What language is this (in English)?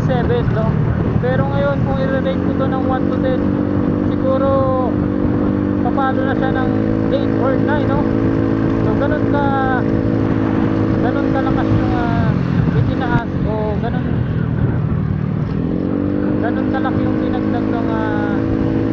Filipino